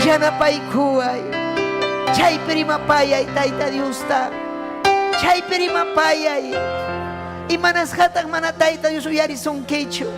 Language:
Ayacucho Quechua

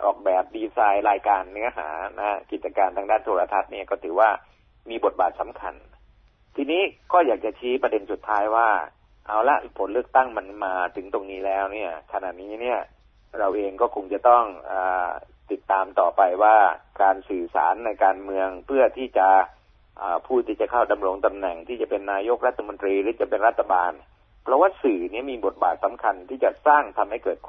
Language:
Thai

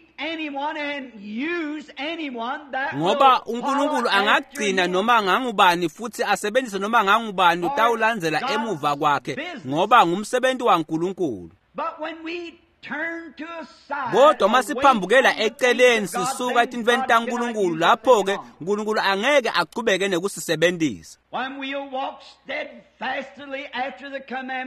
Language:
Swati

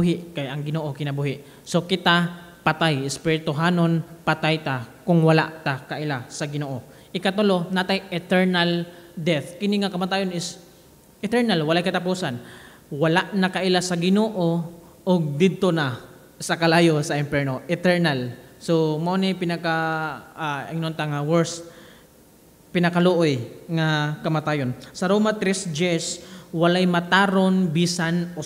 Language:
Cebuano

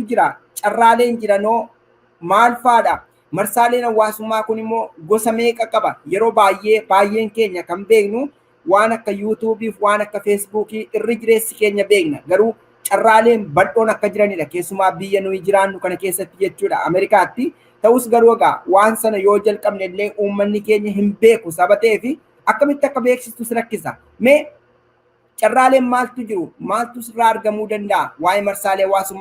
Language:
Oromo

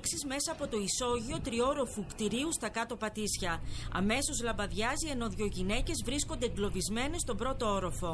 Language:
Greek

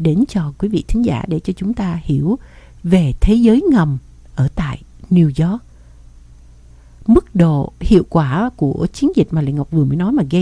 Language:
Vietnamese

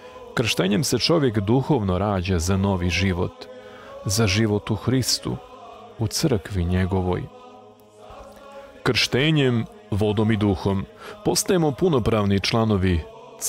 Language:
Serbian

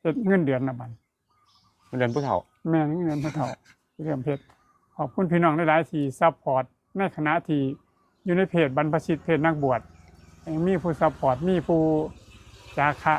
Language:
Northeastern Thai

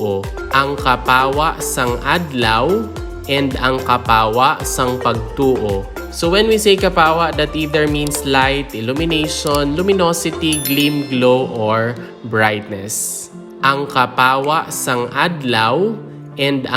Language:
Hiligaynon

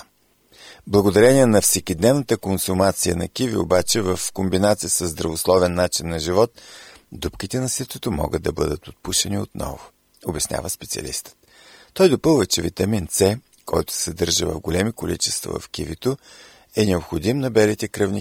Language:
Bulgarian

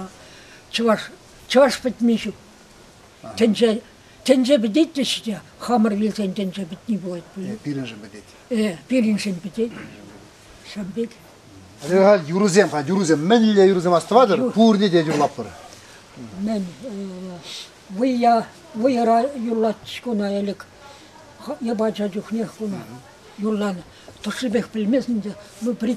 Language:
Chuvash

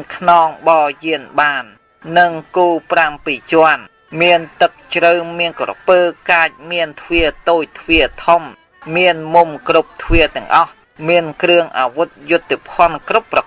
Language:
Khmer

